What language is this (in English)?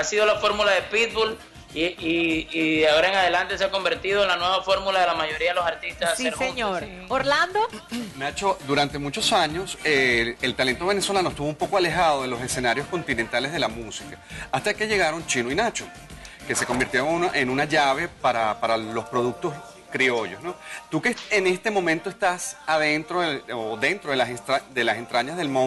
Spanish